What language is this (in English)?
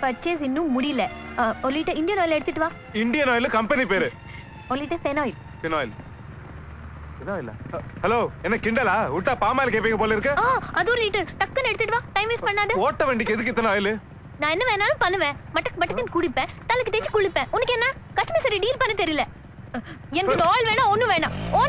Tamil